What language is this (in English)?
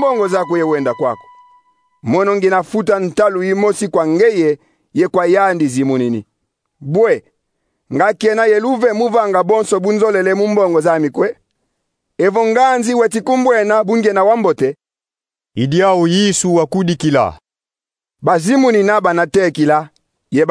Kongo